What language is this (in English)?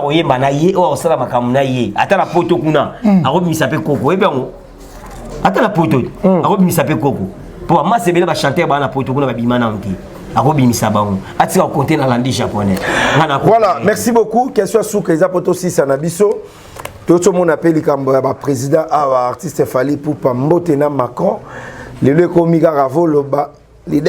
Lingala